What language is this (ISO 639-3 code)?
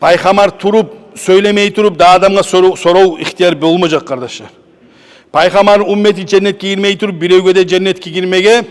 kum